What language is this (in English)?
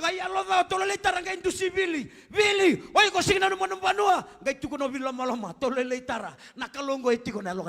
Fijian